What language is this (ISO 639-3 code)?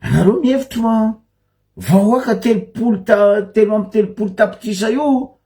mlg